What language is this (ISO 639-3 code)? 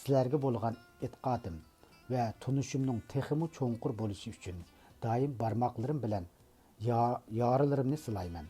uig